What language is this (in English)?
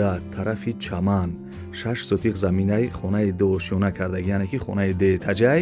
Tajik